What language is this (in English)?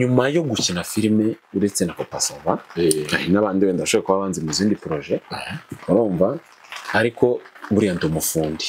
Kinyarwanda